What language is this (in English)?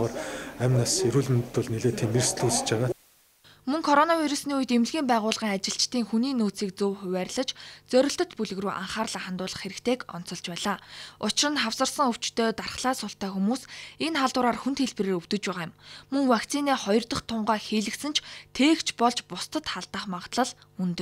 Mongolian